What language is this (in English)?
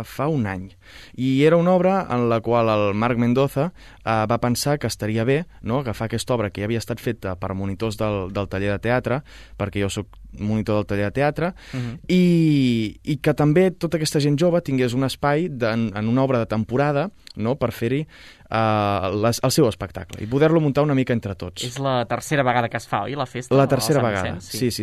Catalan